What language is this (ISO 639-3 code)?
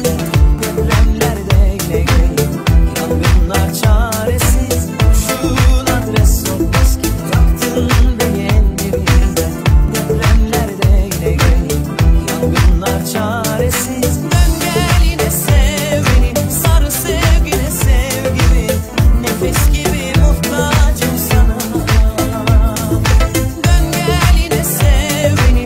tur